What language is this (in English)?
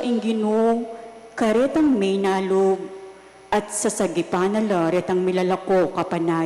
Pampanga